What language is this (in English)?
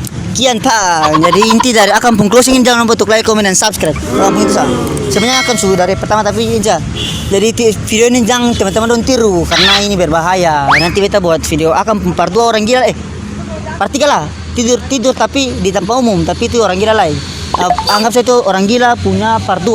Ambonese Malay